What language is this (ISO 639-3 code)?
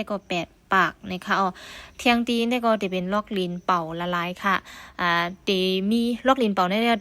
shn